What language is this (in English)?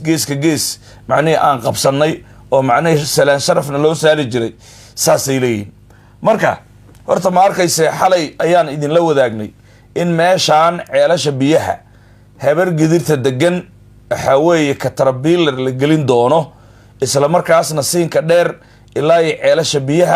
Somali